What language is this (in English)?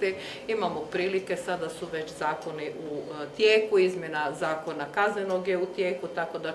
Croatian